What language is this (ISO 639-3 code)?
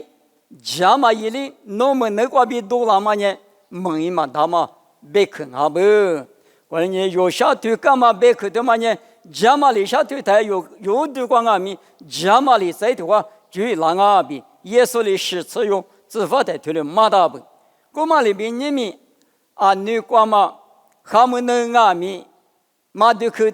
lis